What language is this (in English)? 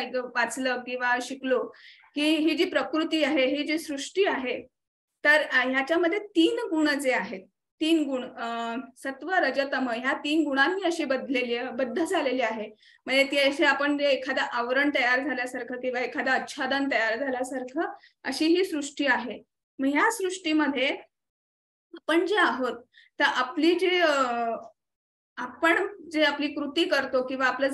Marathi